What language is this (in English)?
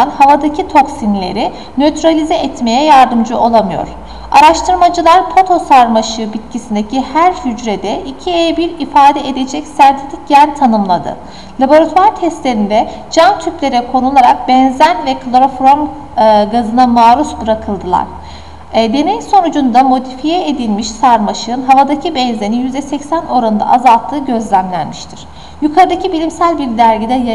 Turkish